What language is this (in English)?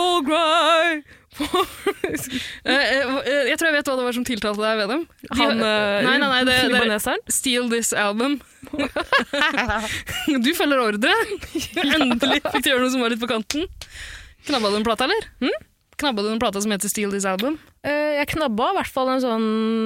Norwegian